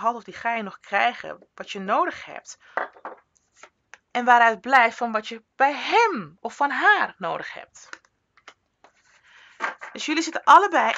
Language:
Dutch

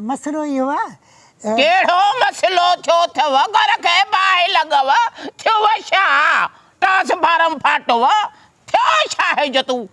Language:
Sindhi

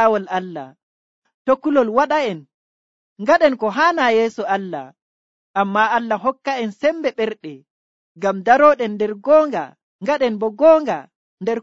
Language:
Nigerian Fulfulde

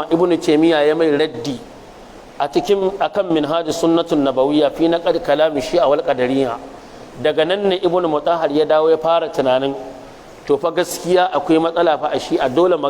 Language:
Hausa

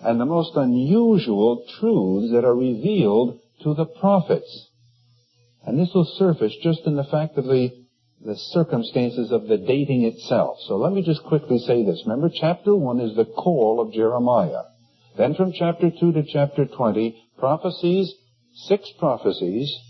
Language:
English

